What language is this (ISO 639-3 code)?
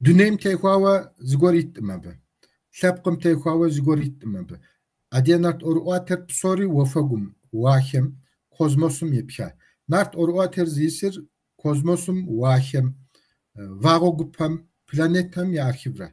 kbd